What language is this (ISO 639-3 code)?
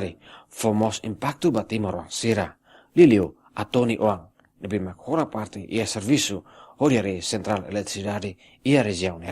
tet